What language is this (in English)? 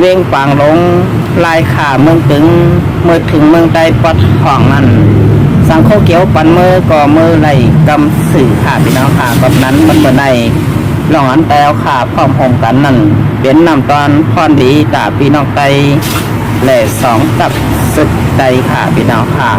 Shan